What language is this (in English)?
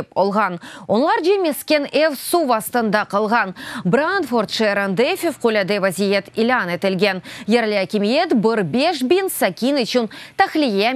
Crimean Tatar